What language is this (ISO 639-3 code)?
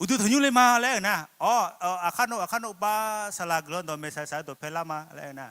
ahk